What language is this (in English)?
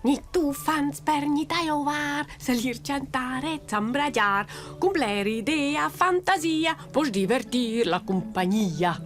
Romansh